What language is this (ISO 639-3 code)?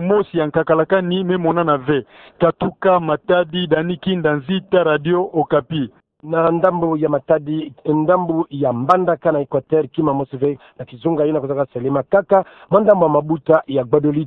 ktu